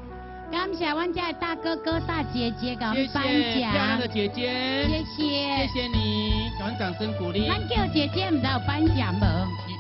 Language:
Min Nan Chinese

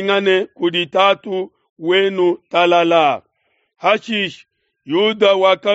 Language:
Luba-Lulua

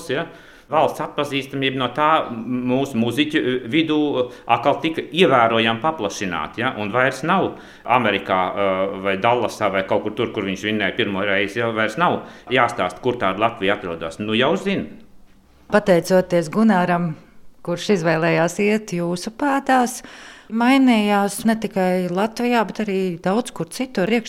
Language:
Latvian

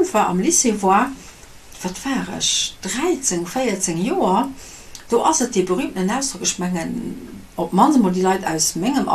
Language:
Luxembourgish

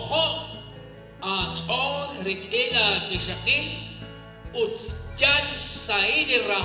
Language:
Kekchí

